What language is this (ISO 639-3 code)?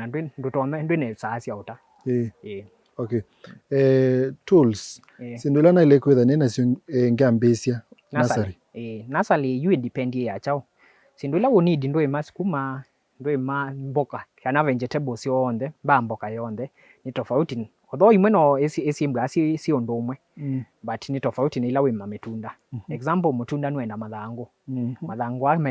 kam